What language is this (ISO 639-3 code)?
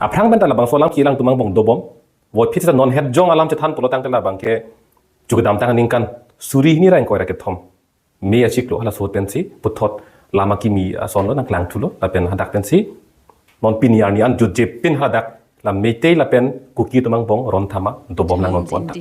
mjw